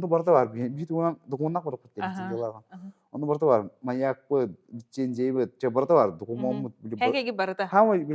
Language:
Yakut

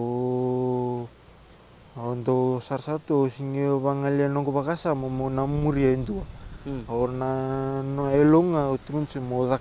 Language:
Fijian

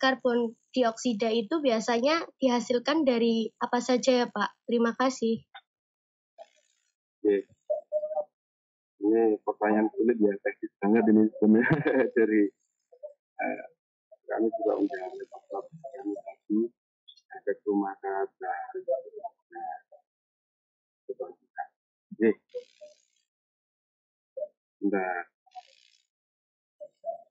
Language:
Indonesian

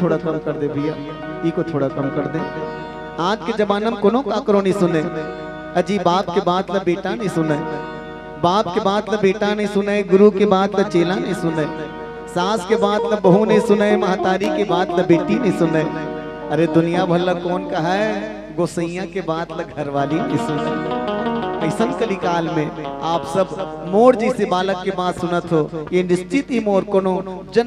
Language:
Chhattisgarhi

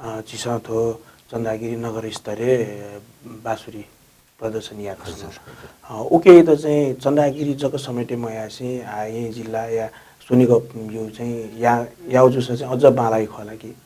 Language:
Newari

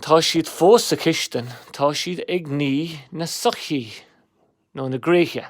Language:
Irish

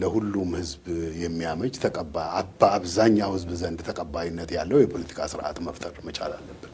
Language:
Amharic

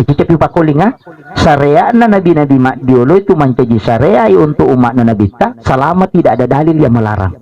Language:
Buginese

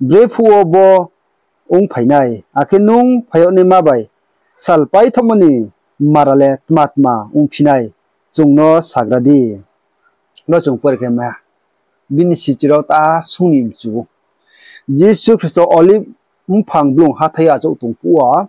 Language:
Riang (India)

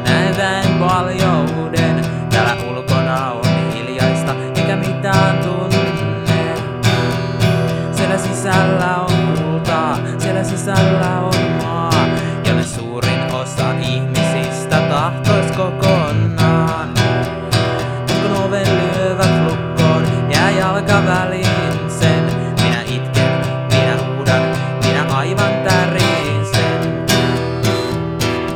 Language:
Finnish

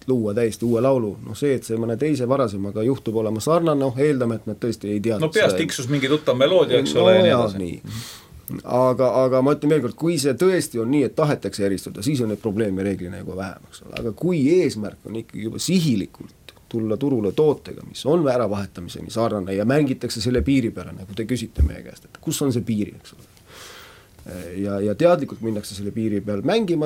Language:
Estonian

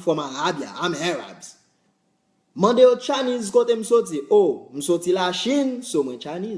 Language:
Haitian Creole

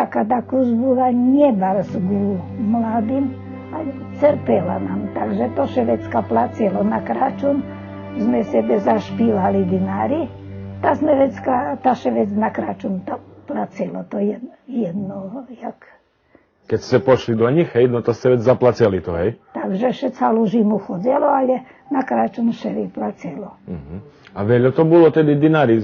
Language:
Rusyn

